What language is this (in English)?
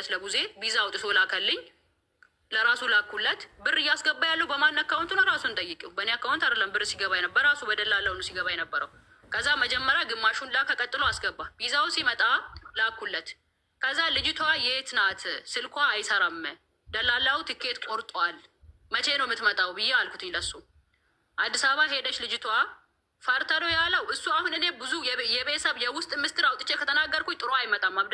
Amharic